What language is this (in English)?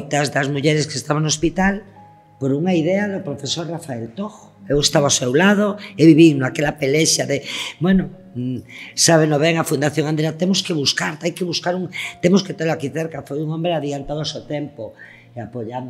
Galician